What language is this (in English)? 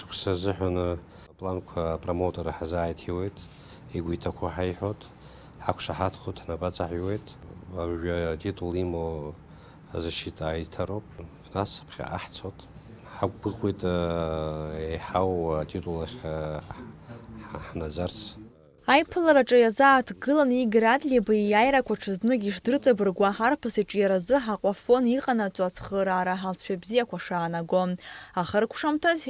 Abkhazian